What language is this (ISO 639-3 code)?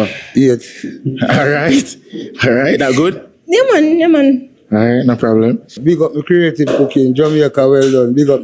jam